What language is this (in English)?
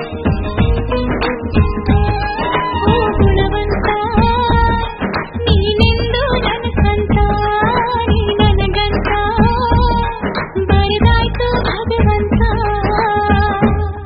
Kannada